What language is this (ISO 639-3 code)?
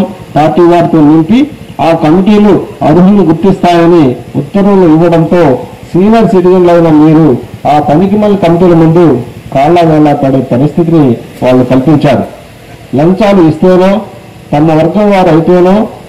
tel